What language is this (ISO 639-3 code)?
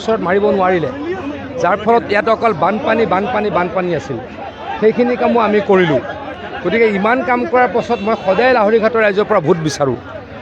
asm